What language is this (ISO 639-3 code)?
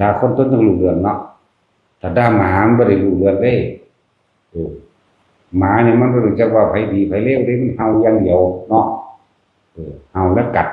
tts